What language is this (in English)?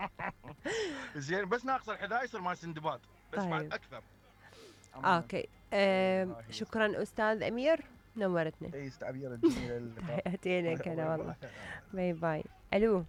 Mesopotamian Arabic